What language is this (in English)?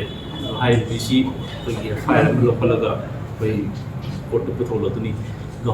Manipuri